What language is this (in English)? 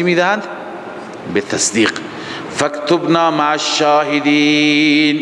Persian